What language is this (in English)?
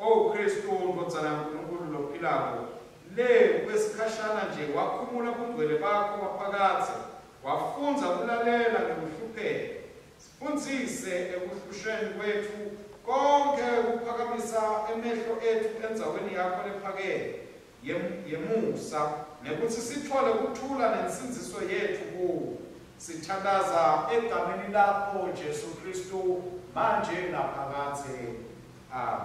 Swati